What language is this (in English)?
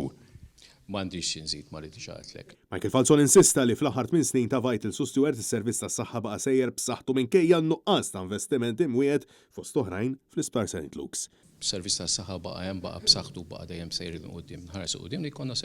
Maltese